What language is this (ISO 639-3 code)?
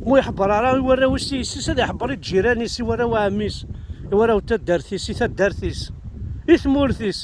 kab